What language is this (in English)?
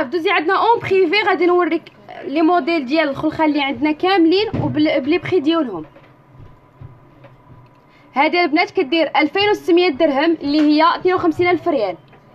Moroccan Arabic